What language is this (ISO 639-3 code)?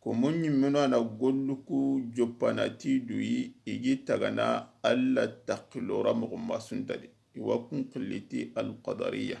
snk